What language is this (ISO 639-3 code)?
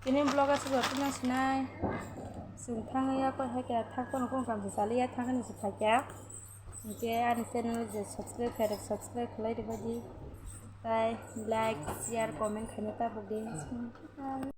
trp